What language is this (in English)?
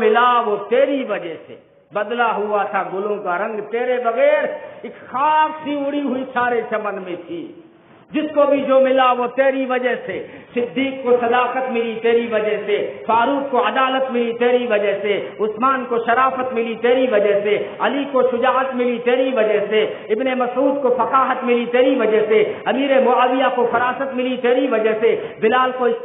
Urdu